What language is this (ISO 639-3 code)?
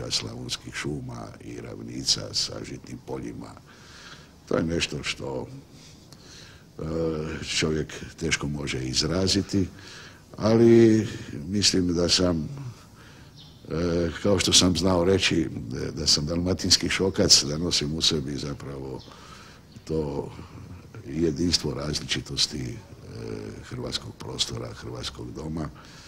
hrv